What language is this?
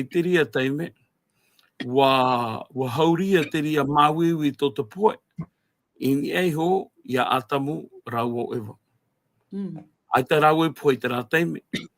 Tahitian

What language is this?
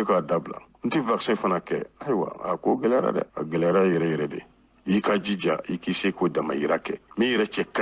Bambara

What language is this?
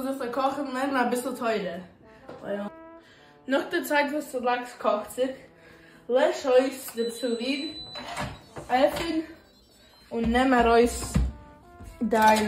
Yiddish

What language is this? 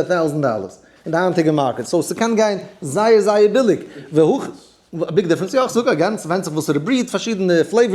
Yiddish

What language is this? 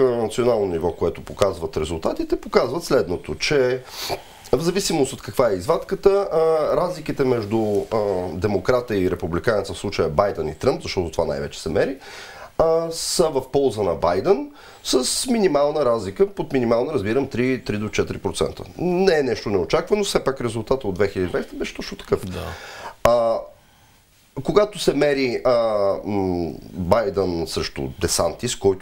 Bulgarian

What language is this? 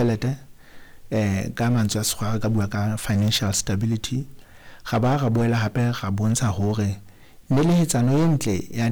Southern Sotho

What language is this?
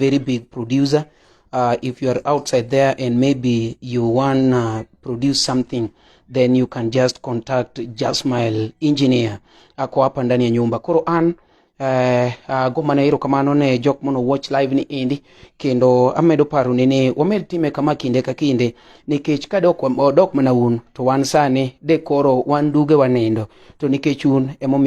Luo (Kenya and Tanzania)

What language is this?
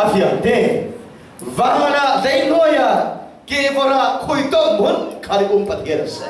Falam Chin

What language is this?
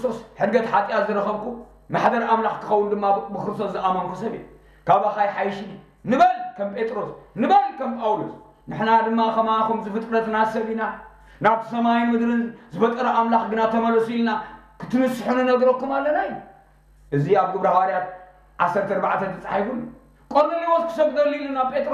Tigrinya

